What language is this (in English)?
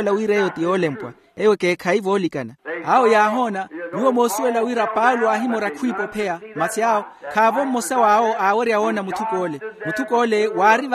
Makhuwa